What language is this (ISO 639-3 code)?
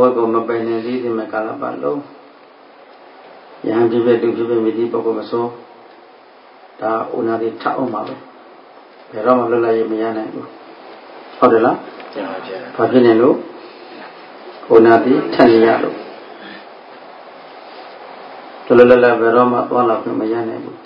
mya